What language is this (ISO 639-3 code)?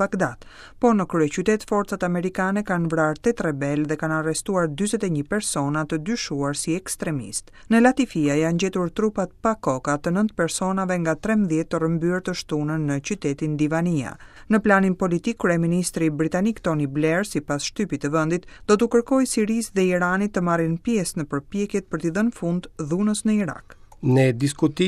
sqi